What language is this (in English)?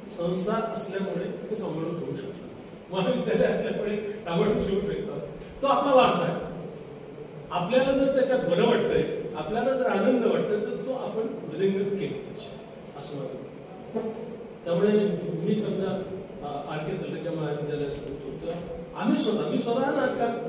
Marathi